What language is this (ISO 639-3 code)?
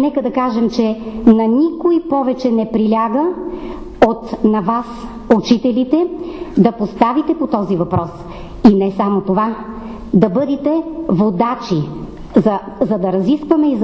bul